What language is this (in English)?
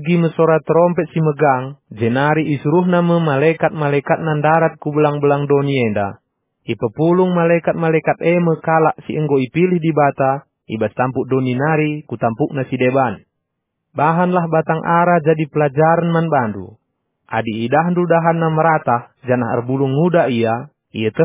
Batak Karo